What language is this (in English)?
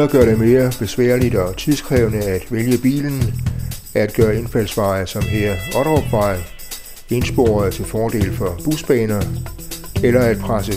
Danish